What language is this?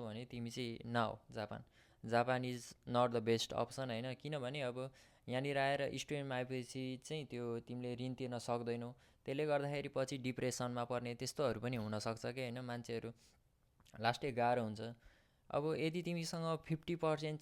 Nepali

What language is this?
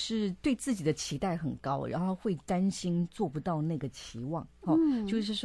Chinese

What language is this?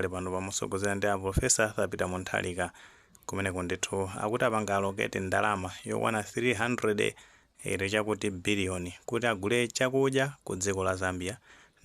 Nyanja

